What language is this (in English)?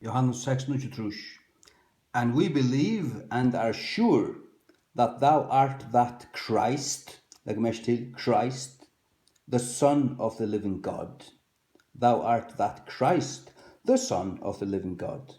Faroese